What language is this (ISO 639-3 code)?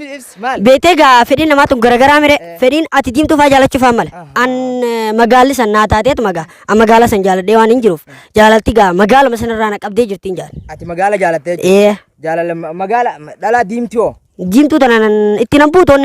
orm